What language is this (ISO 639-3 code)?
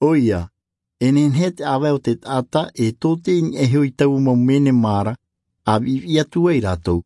tah